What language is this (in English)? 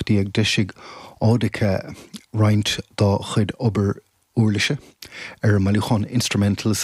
Irish